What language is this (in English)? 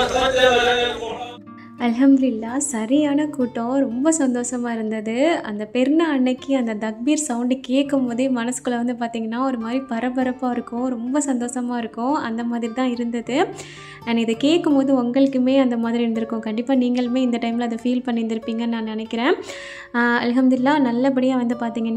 Tamil